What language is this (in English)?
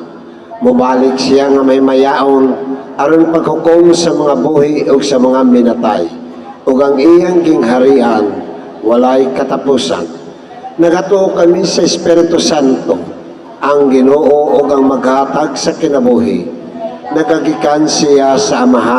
Cebuano